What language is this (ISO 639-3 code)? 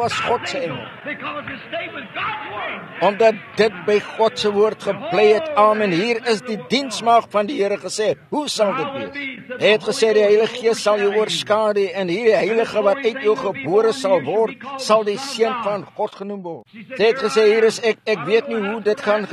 afr